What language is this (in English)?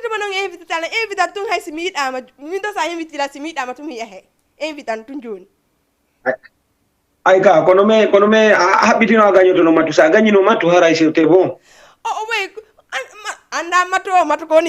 Fula